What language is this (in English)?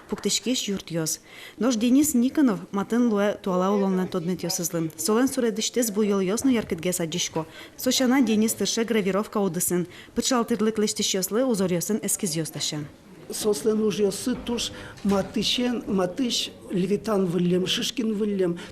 Udmurt